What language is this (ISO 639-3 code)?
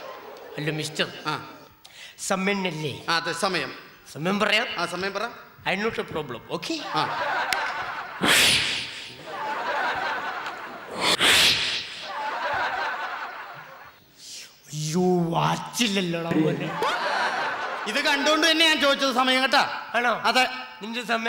mal